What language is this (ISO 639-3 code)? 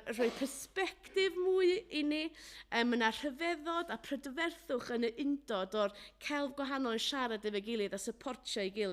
cym